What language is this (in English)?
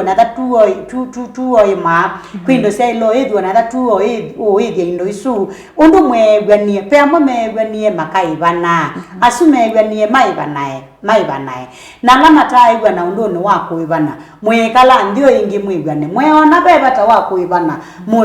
Kamba